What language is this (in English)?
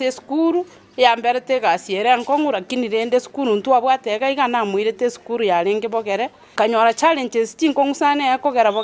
Gusii